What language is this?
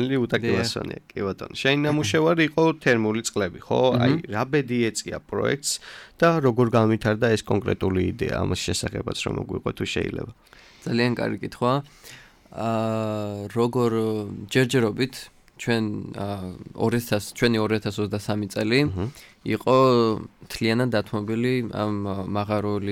Georgian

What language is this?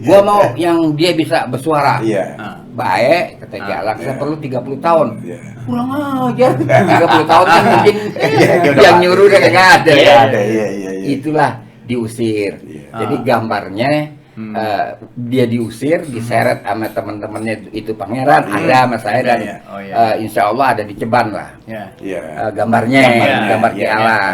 Betawi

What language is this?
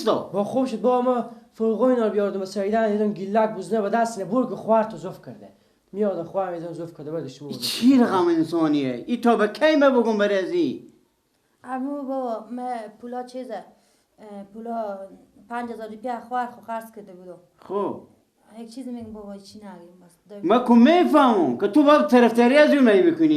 Persian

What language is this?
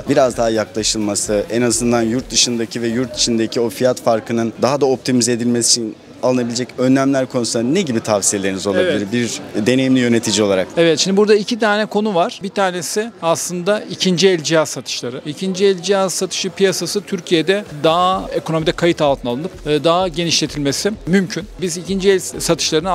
Turkish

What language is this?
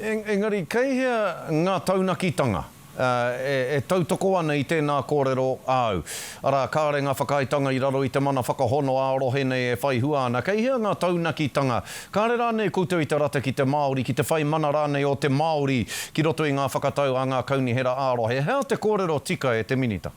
Māori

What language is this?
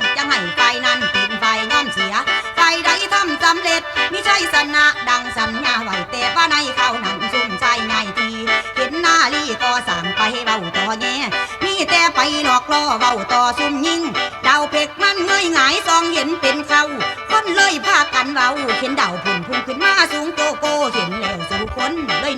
Northeastern Thai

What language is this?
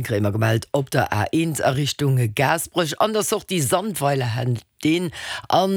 Luxembourgish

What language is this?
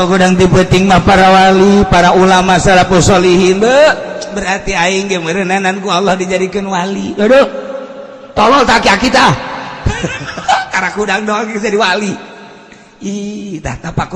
Sundanese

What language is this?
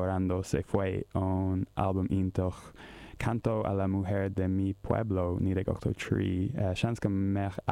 Irish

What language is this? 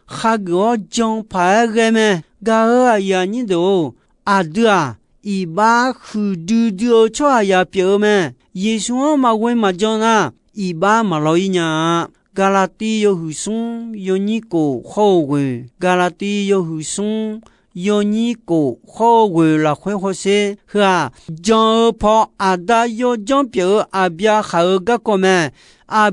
Akha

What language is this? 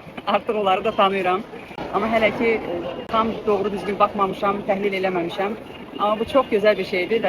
Azerbaijani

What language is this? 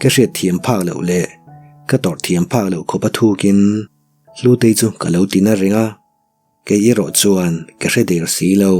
Mizo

